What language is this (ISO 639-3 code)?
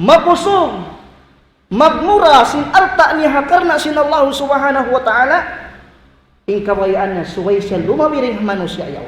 tsg